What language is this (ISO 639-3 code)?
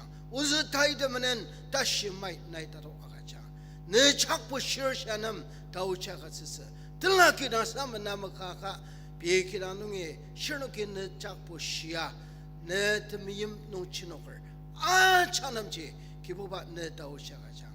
njo